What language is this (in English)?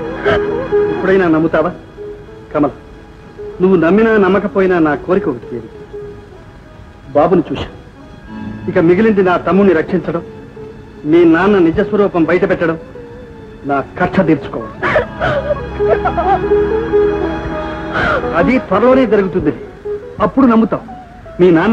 Telugu